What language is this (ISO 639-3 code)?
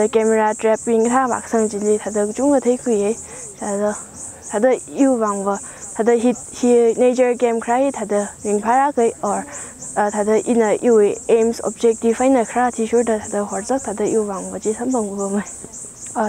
nmf